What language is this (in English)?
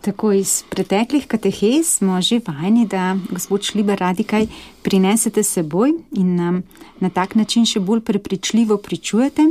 Slovenian